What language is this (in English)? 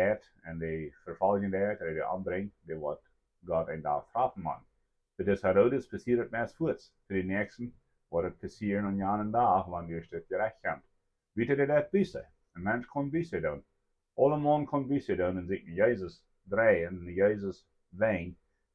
Plautdietsch